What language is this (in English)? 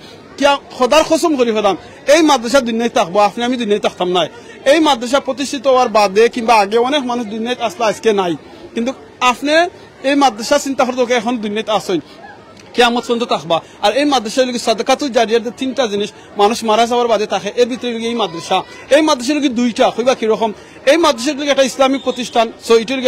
Sylheti